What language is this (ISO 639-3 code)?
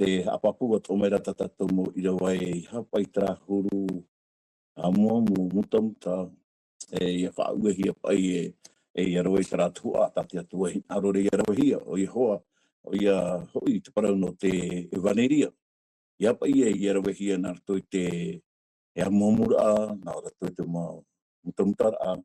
tah